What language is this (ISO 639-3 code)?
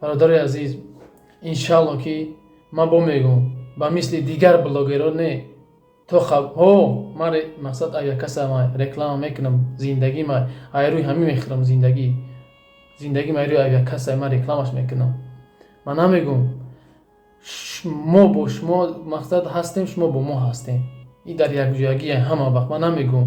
tgk